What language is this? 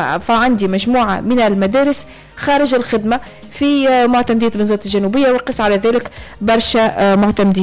Tunisian Arabic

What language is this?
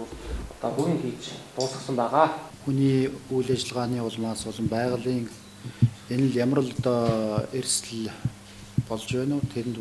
Mongolian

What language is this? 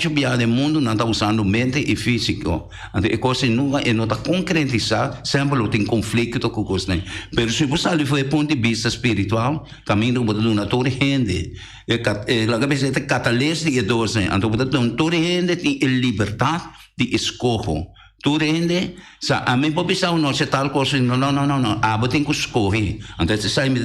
Papiamento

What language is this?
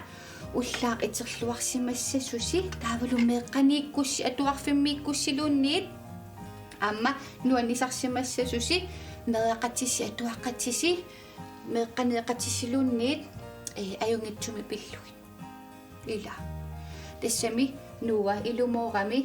Kalaallisut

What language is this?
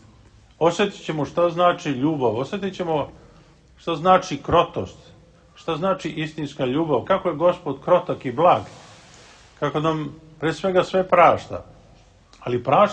Serbian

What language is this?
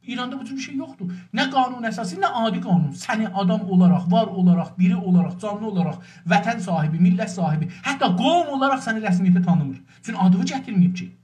South Azerbaijani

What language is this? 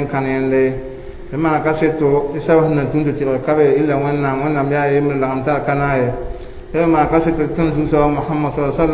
Mossi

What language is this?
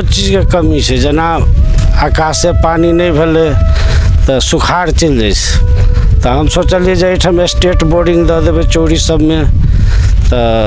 Maithili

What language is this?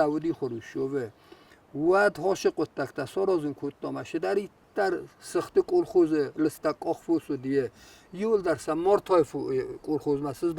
Ossetic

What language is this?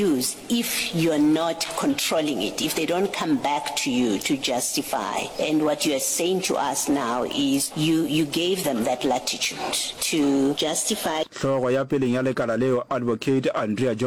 Northern Sotho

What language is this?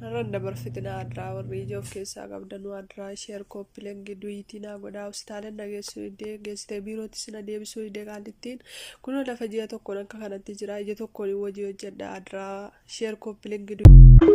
Oromo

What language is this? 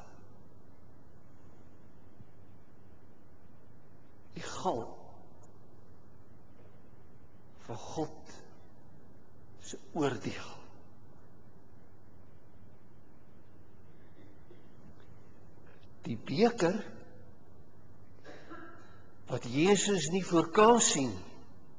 Afrikaans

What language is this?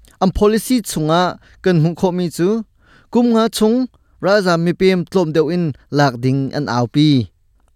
Hakha Chin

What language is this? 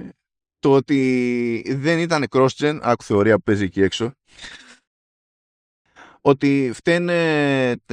Greek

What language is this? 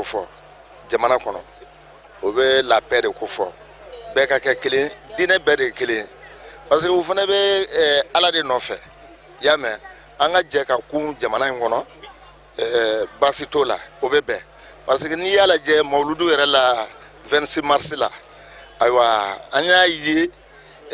Bambara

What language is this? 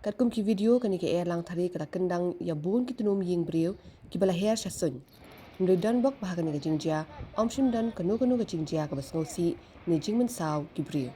Khasi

